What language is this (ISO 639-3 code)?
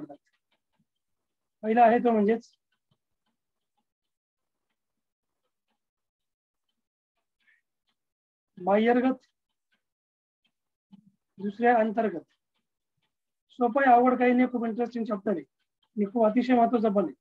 mar